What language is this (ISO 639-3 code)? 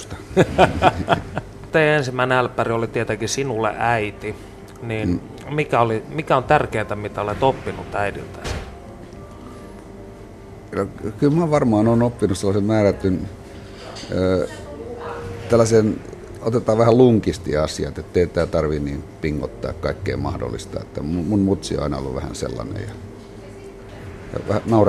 fin